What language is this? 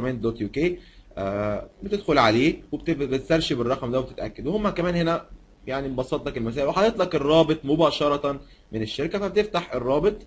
Egyptian Arabic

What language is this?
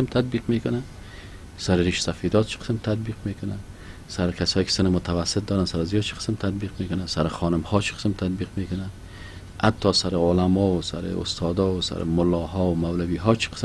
Persian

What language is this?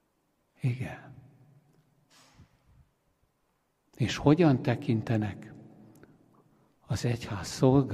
Hungarian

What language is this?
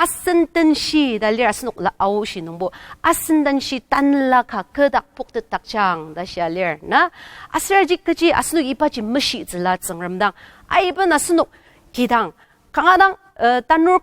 Ao Naga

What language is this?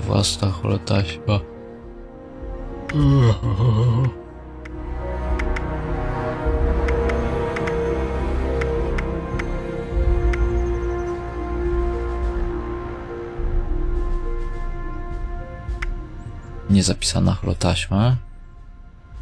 Polish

